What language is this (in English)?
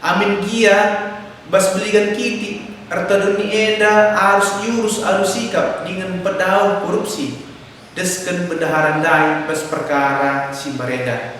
Batak Karo